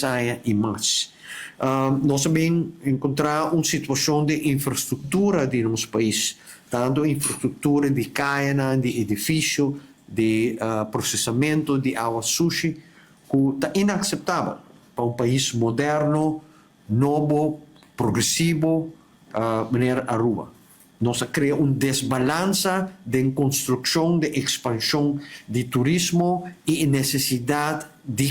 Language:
Papiamento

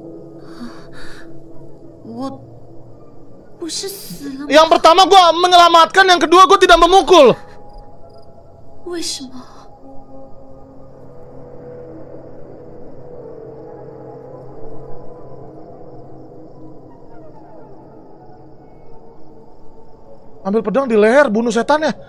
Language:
Indonesian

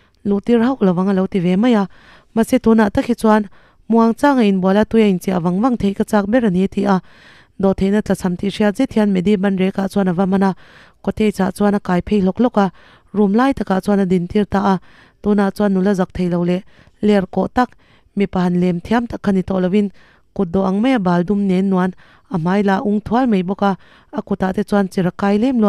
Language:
Mizo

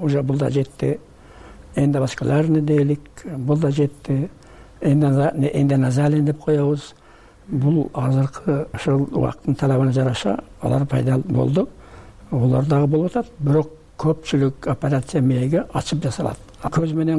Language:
Kyrgyz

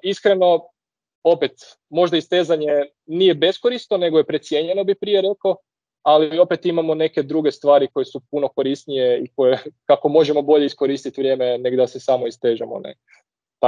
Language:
Croatian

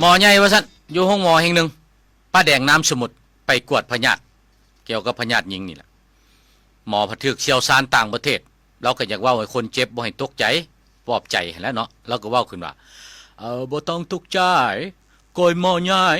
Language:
Lao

